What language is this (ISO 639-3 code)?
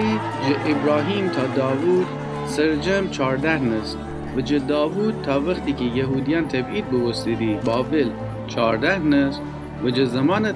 glk